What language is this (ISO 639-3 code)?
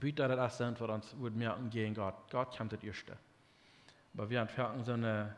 pdt